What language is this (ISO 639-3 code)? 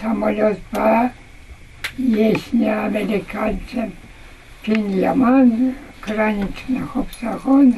chv